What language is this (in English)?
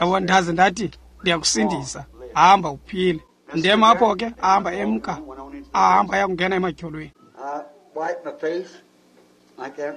Xhosa